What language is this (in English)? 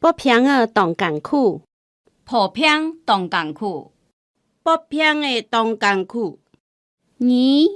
Hakka Chinese